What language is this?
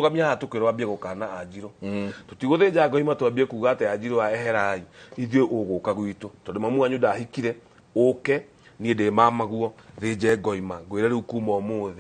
Kikuyu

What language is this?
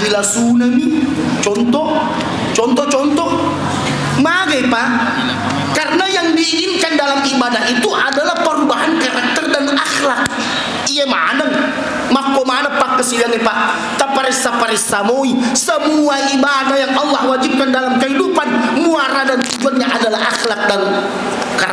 Buginese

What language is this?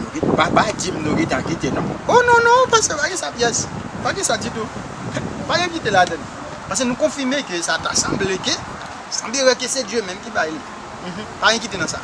Haitian Creole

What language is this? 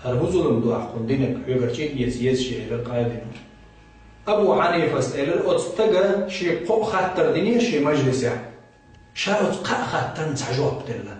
Chechen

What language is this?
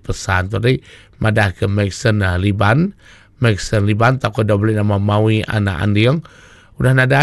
Iban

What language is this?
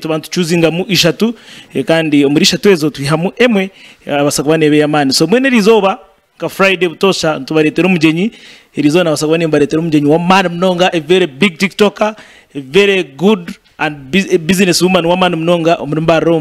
Nyankole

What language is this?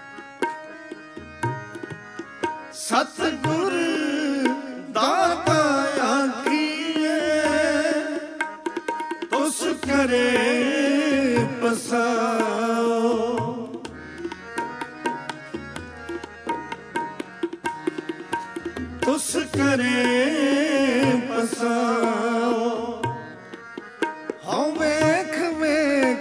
Punjabi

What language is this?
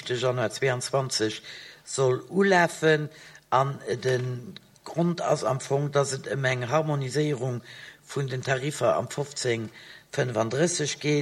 Luxembourgish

